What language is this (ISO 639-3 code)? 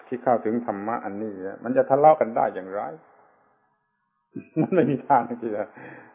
tha